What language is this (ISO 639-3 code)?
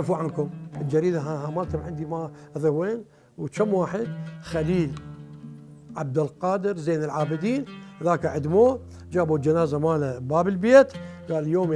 acm